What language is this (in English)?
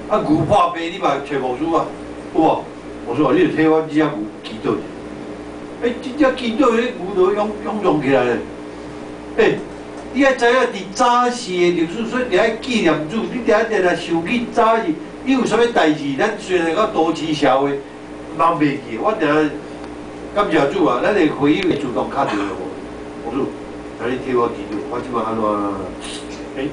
Min Nan Chinese